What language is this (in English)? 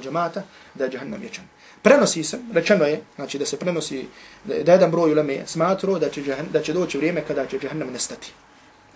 Bosnian